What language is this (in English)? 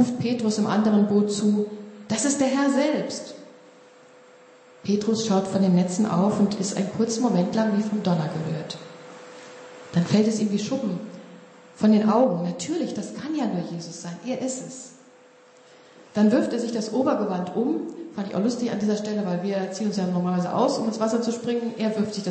German